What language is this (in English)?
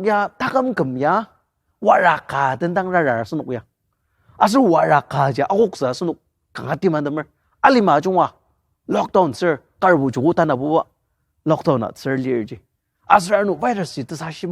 Ao Naga